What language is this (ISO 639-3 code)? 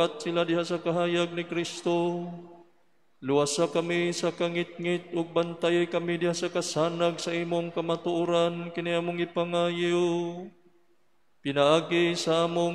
ceb